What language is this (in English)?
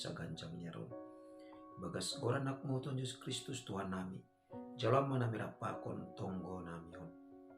Batak Simalungun